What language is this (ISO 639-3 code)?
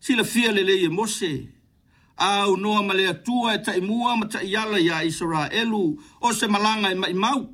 smo